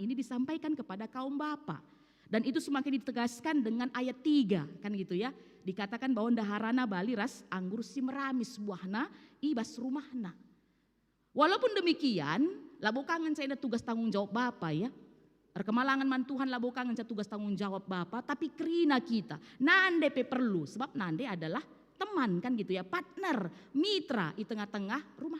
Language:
Batak Karo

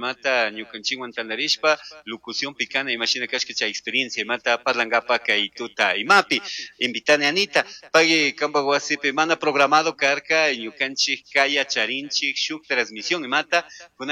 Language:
Chimborazo Highland Quichua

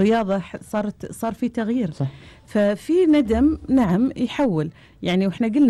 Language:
Gulf Arabic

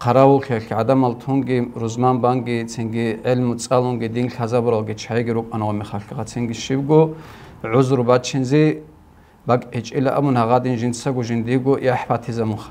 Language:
Avaric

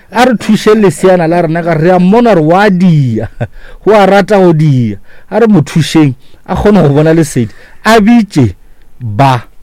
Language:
Northern Sotho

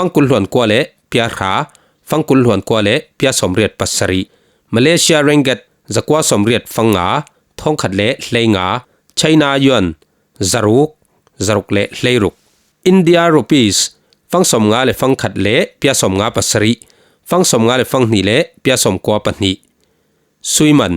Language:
Falam Chin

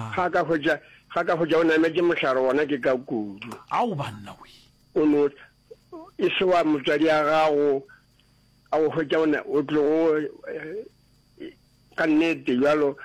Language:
Northern Sotho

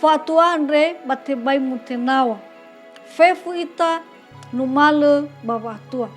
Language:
Nias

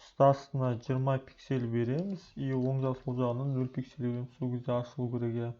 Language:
Kazakh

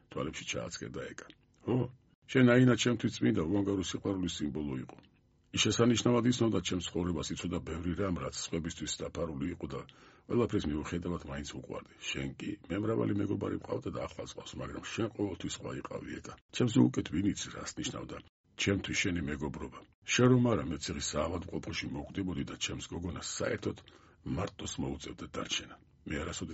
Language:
Georgian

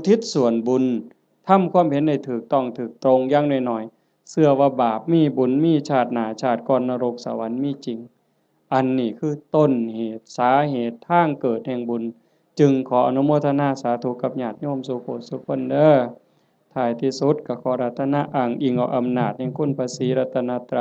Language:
Northeastern Thai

